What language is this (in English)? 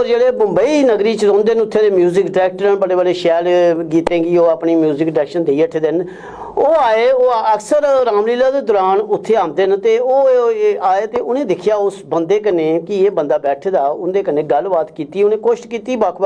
Dogri